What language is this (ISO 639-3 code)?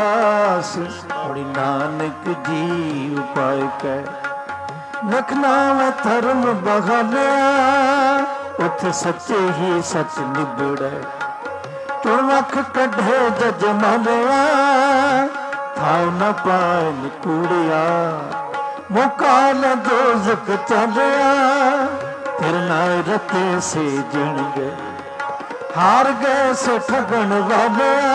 pan